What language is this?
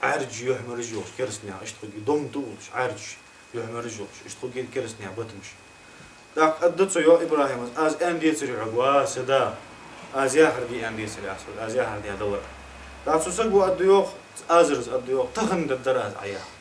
Ingush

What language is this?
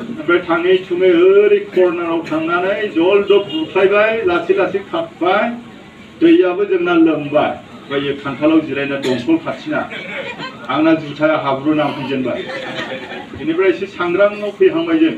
Bodo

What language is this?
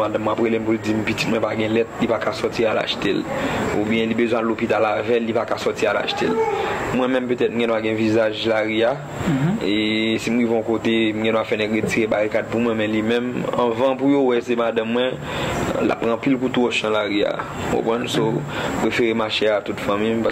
Haitian Creole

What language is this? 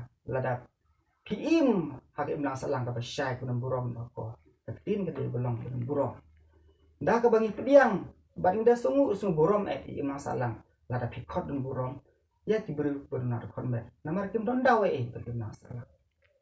Khasi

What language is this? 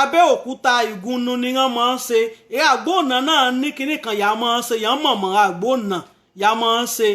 Yoruba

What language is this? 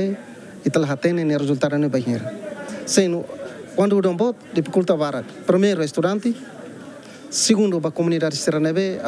Tetum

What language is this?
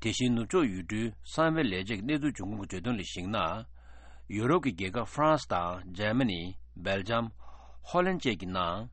Tibetan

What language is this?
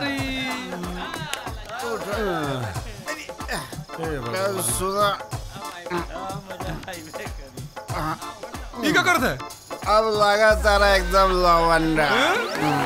Bhojpuri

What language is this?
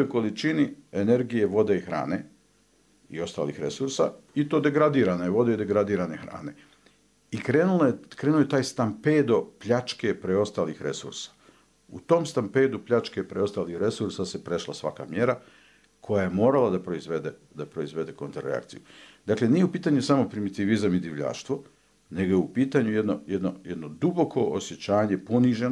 Bosnian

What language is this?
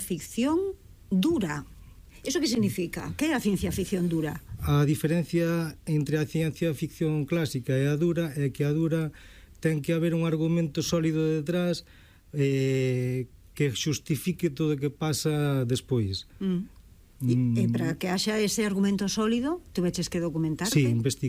Galician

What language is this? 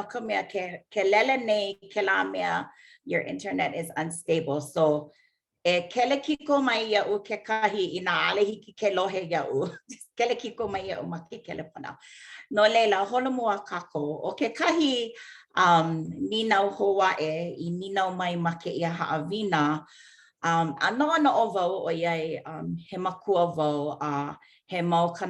Hawaiian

